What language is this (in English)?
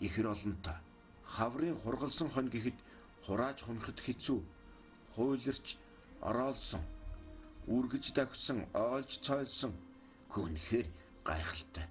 Mongolian